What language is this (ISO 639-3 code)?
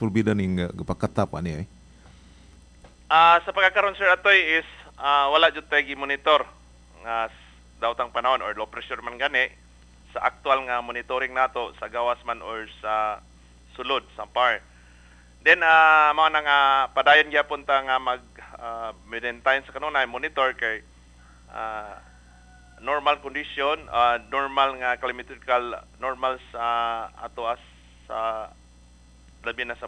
ceb